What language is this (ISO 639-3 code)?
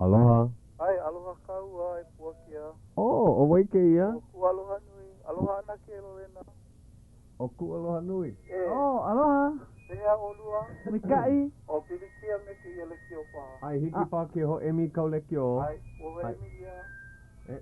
haw